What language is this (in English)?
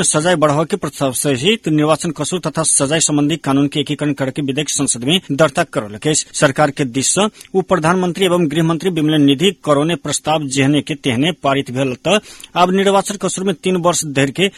Maithili